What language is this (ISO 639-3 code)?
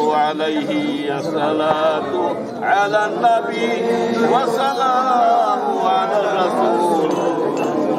syl